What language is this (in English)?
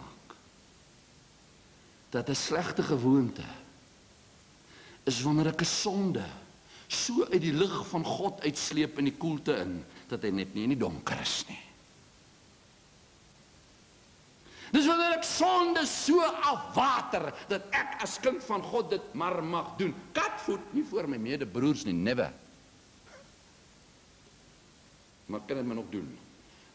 Afrikaans